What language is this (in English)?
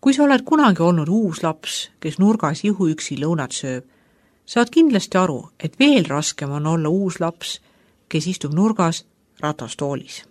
Estonian